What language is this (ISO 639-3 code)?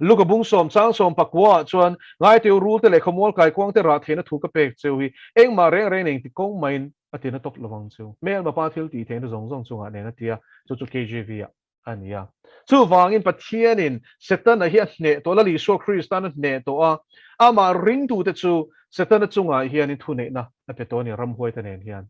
lus